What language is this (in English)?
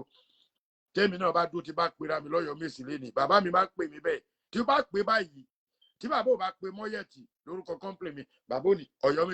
Yoruba